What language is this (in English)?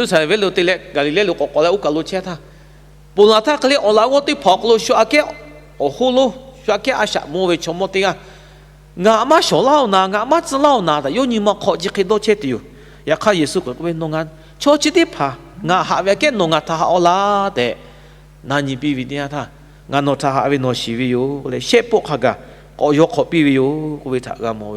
Lahu